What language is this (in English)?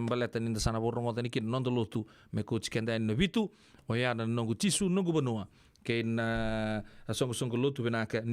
Fijian